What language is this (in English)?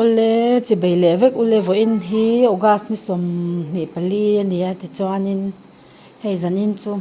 Mizo